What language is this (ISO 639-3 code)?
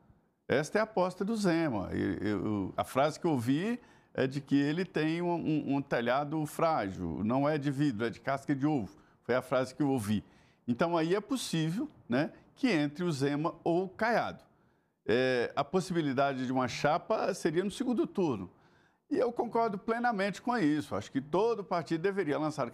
por